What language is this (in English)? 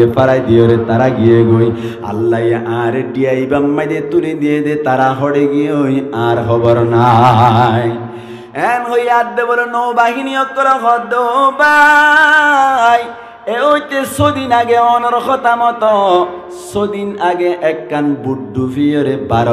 Rohingya